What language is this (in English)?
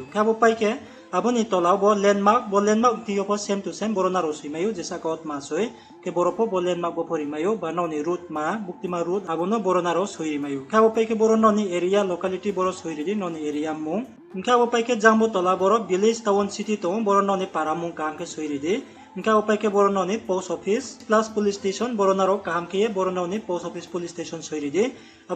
Riang (India)